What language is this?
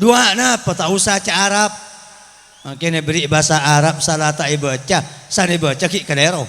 Madurese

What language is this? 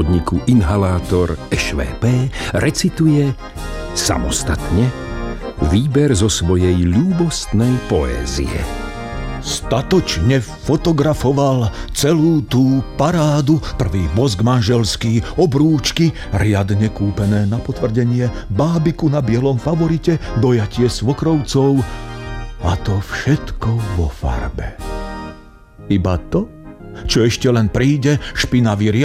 Slovak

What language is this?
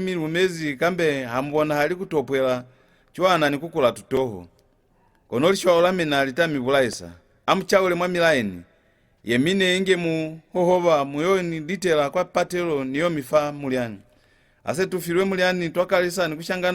Lozi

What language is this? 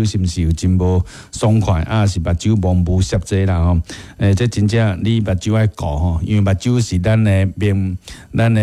Min Nan Chinese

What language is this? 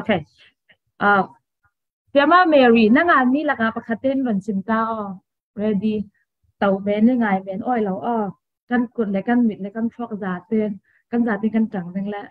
Falam Chin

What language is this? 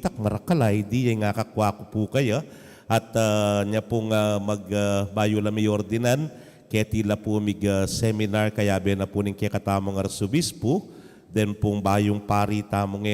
Pampanga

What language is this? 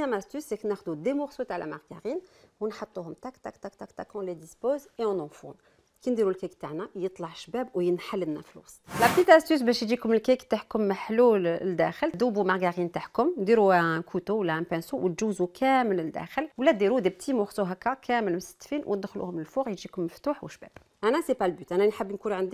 Algerian Arabic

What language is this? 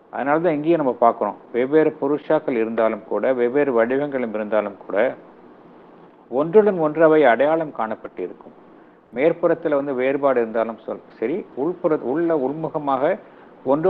Tamil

